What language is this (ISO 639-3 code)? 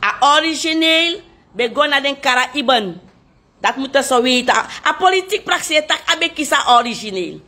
srn